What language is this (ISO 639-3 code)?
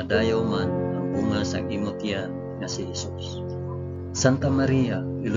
hil